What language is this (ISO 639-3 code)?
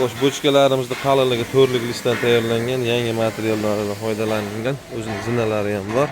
uzb